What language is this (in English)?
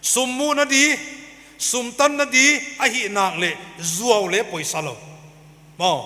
Paite Chin